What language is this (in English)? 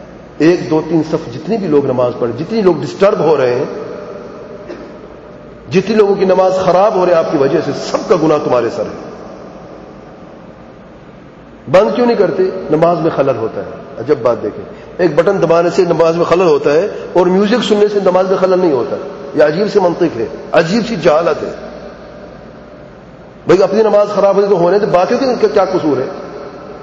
Urdu